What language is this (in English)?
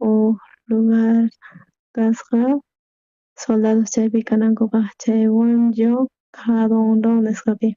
South Bolivian Quechua